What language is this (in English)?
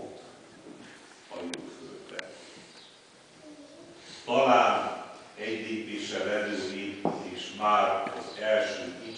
Hungarian